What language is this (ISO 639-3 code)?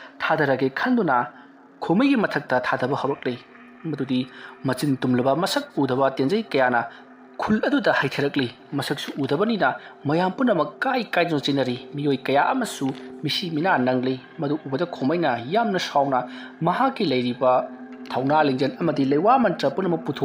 mni